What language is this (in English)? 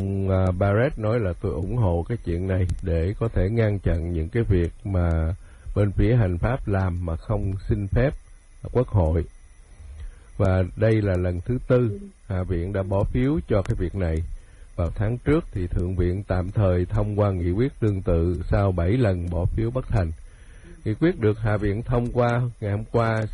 Vietnamese